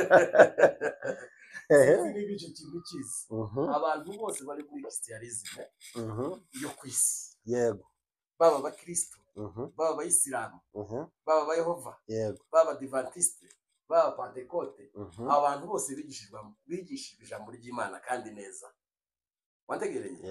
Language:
Kinyarwanda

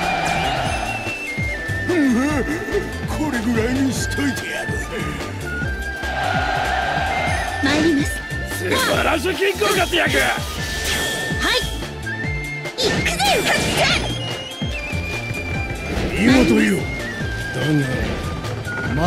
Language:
Japanese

